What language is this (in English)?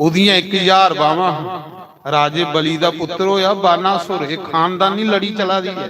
Dogri